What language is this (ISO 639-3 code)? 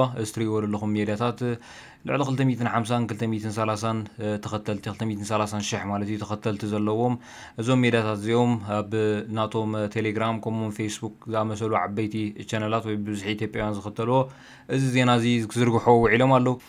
tir